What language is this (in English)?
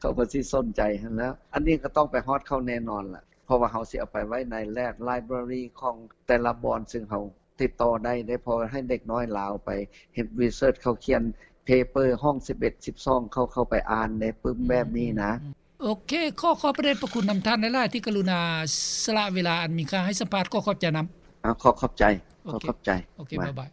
Lao